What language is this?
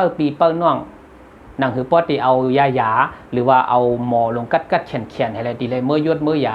Shan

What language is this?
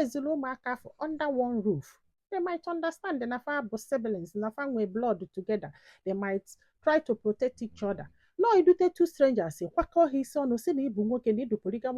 Igbo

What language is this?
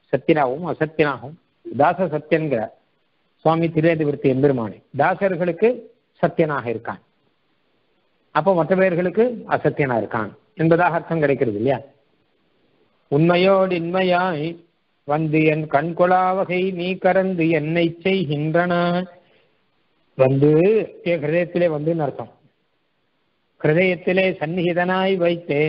Tamil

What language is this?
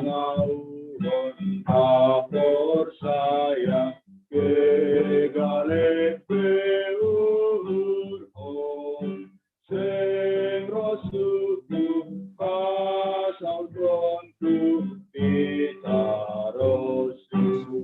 Batak Simalungun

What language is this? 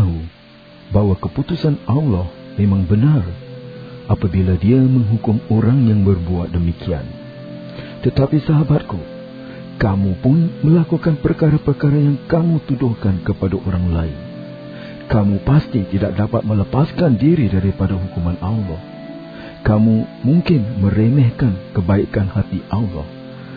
Malay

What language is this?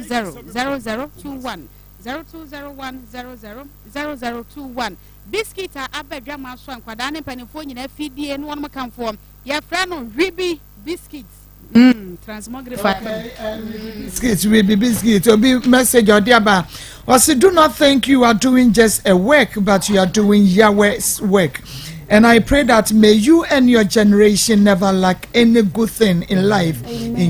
Akan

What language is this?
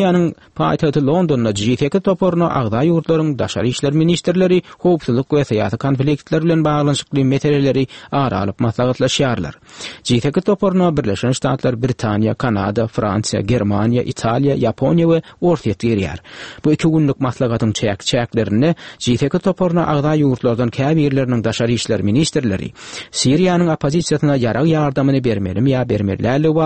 Kyrgyz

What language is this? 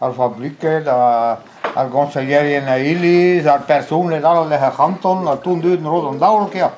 Breton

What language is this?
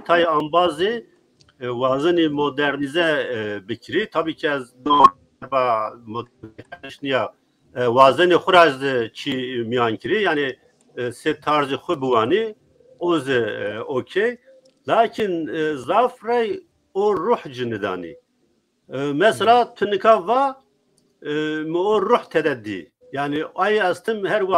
Zaza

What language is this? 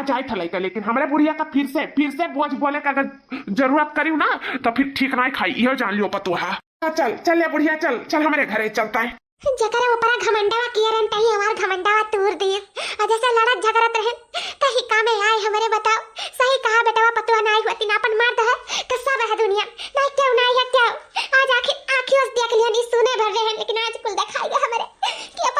Awadhi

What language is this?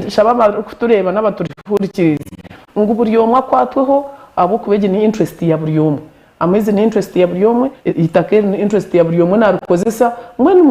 Nyankole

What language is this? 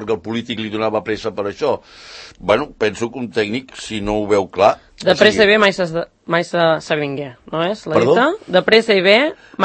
Catalan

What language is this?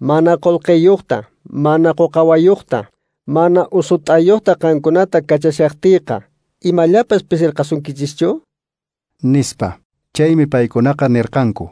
Quechua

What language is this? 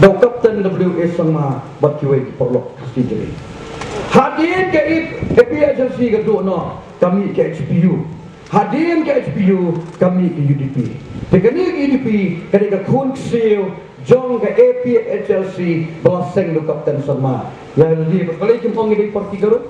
Khasi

